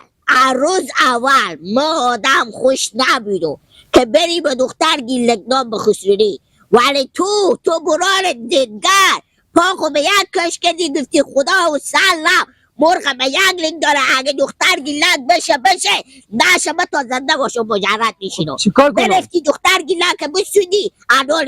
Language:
Hazaragi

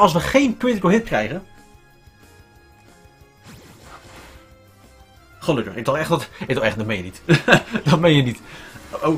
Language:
Dutch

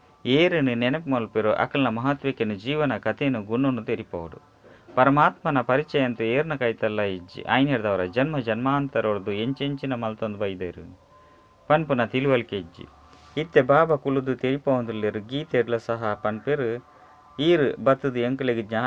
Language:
Tulu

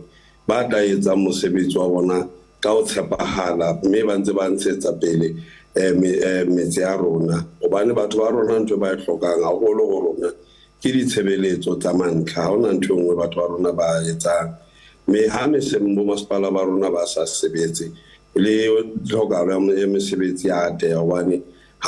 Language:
Southern Sotho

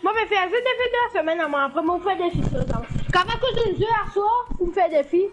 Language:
Morisyen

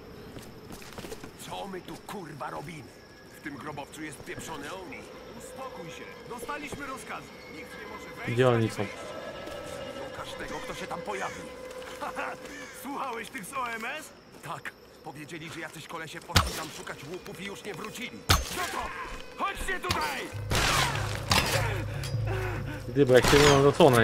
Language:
Polish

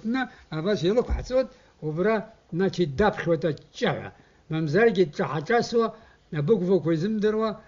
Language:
Abkhazian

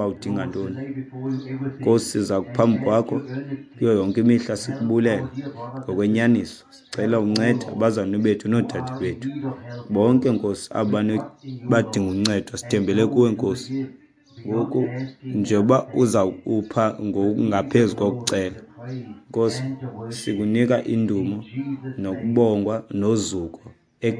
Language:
Xhosa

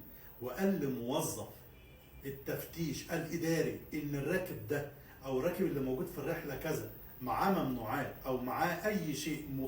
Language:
Egyptian Arabic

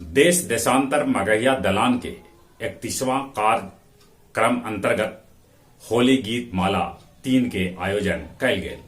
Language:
Magahi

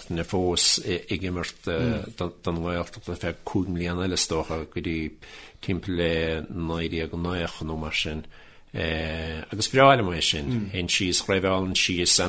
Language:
Irish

